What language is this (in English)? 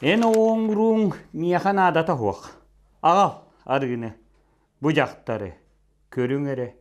Yakut